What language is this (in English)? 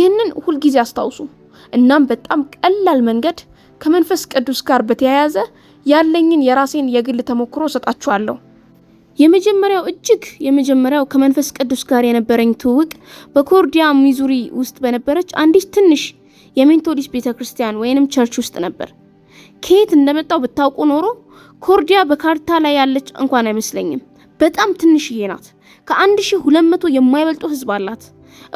Amharic